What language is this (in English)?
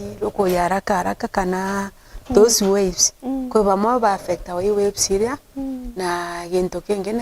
Meru